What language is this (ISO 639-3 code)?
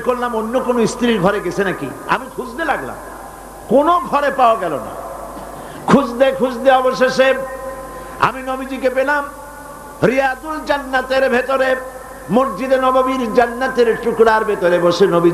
ben